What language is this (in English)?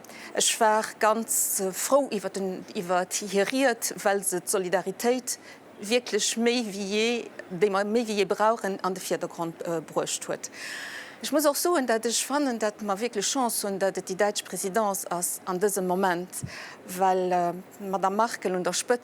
Luxembourgish